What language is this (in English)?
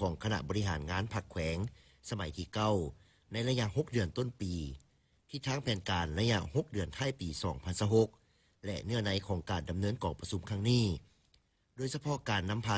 Lao